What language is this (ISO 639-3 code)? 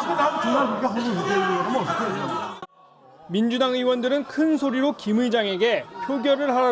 kor